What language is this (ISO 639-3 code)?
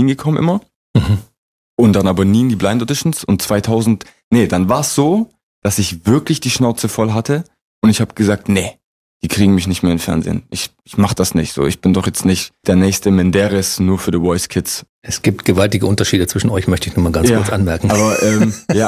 deu